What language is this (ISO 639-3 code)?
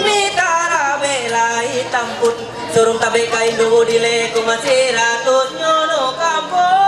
mhy